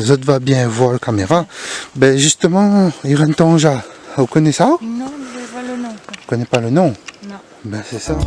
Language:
Réunion Creole French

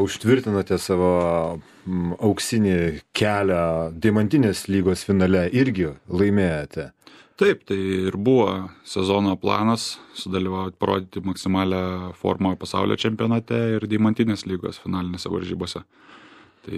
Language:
Lithuanian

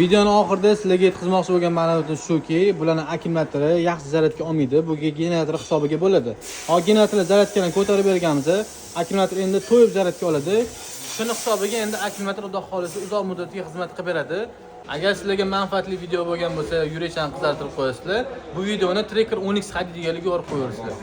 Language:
Uzbek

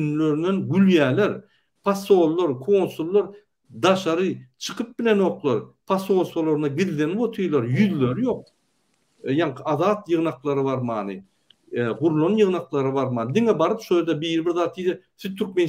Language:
Turkmen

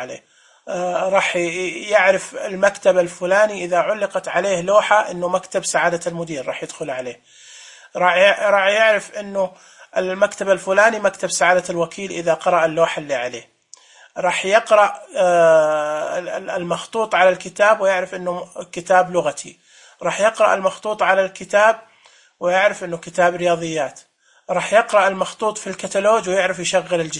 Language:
Najdi Arabic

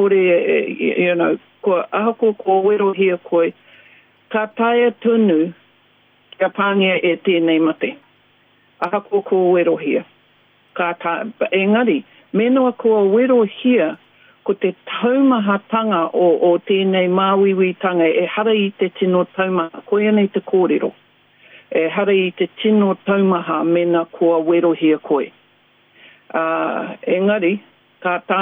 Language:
Māori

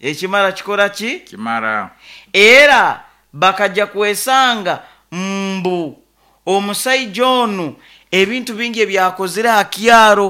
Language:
Nyoro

